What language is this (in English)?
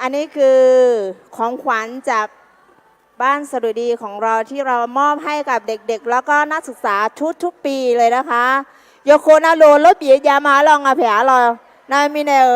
Akha